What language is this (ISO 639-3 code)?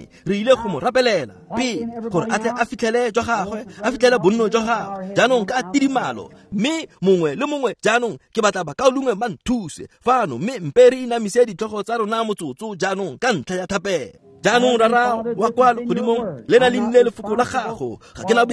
tsn